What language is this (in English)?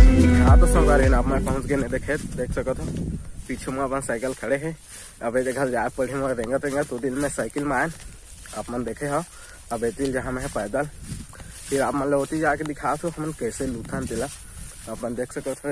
Chhattisgarhi